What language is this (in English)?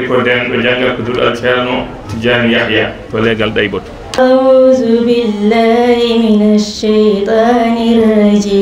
Fula